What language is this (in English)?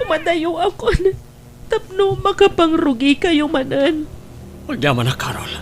Iloko